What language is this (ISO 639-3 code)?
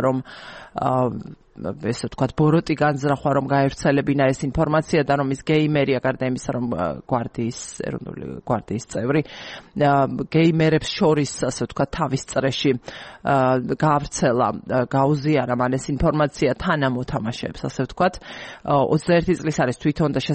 kat